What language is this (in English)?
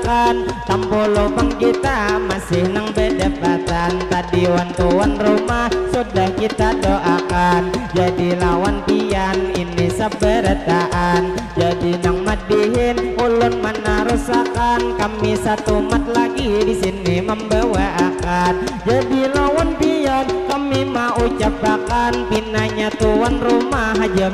Banjar